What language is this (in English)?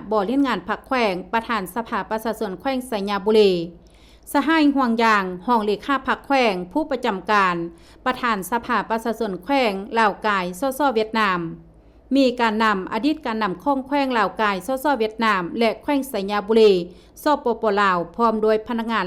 Lao